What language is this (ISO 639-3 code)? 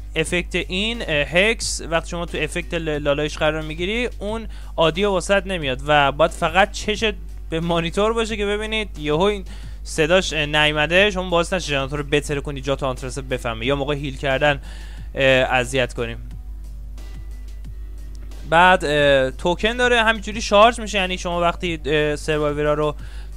fas